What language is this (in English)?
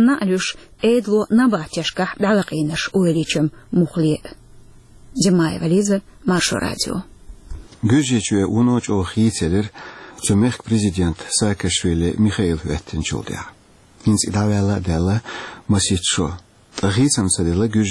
Chechen